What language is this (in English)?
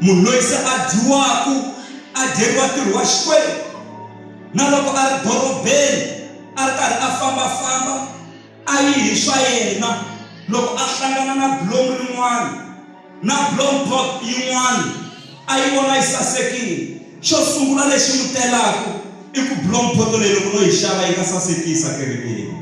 Tsonga